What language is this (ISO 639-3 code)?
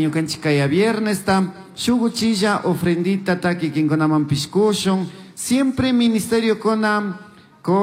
qug